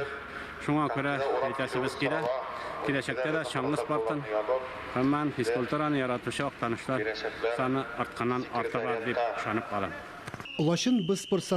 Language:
Tatar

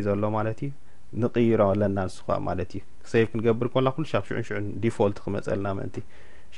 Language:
Tigrinya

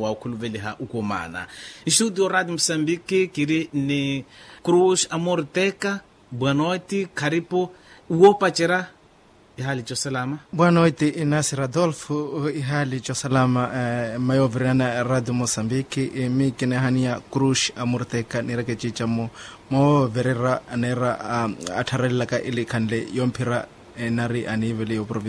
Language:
Makhuwa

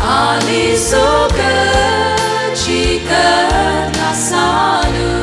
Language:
Tangkhul Naga (India)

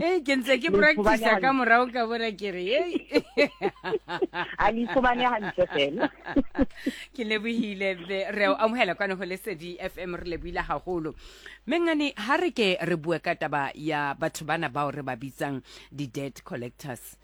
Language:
Southern Sotho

